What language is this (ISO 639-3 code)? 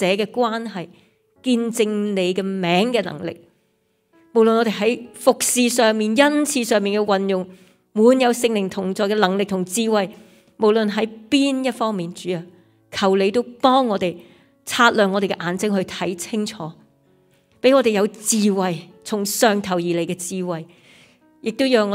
yue